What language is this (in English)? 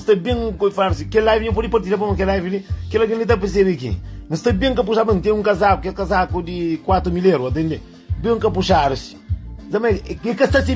Kabuverdianu